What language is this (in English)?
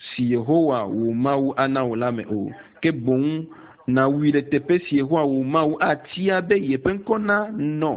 Ewe